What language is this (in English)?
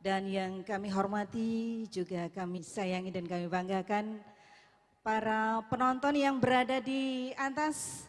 Banjar